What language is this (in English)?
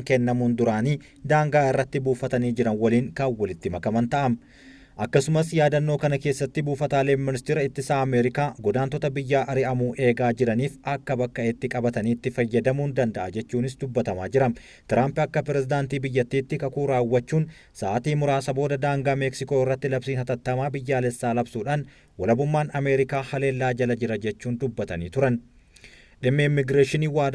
Oromo